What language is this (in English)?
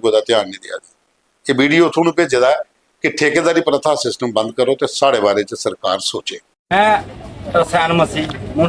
Dogri